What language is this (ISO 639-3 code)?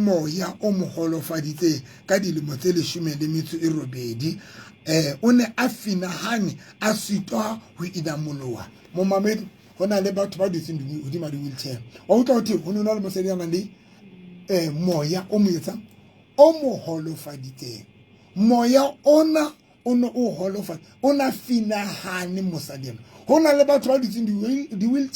sot